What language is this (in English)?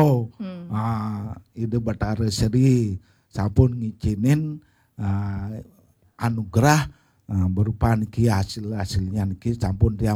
Balinese